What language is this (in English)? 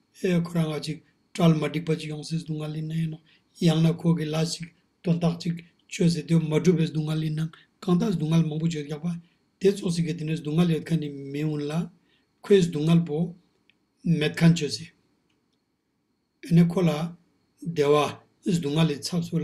Ladakhi